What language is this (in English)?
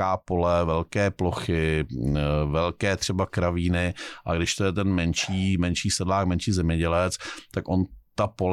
Czech